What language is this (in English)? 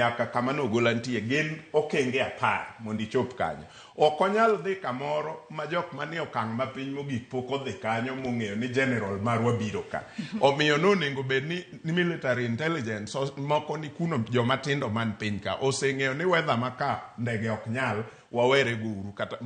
Luo (Kenya and Tanzania)